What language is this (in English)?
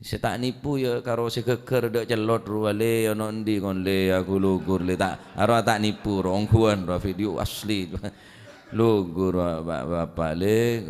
Madurese